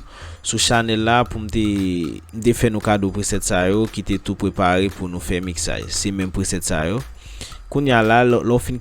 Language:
Haitian Creole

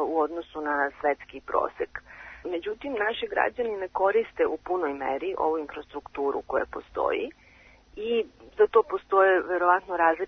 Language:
Serbian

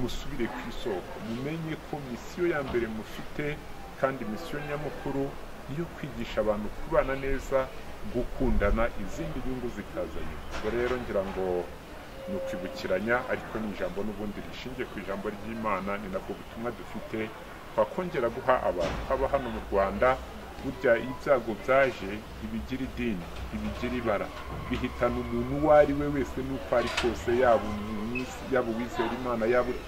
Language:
Kinyarwanda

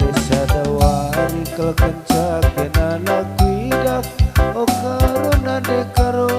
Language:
Batak Karo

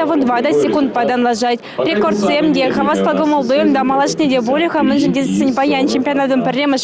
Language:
Chuvash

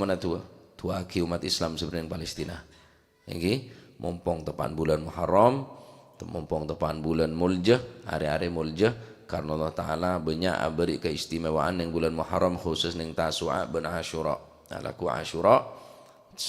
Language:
Madurese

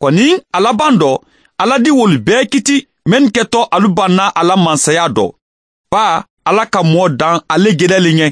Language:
Mandingo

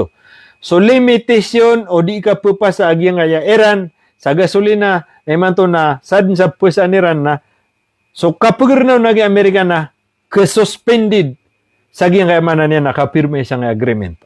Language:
Maranao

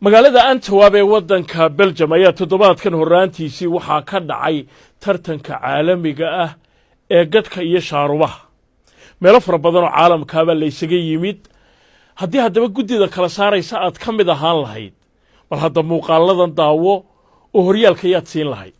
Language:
Somali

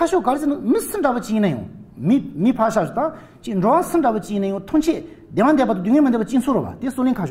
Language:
Tibetan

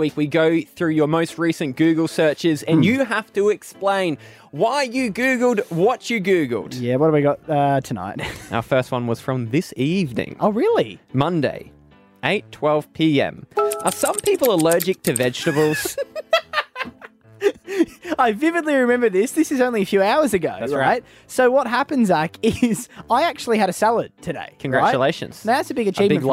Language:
English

